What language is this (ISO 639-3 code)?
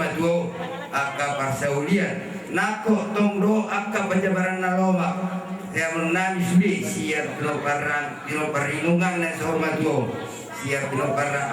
bbc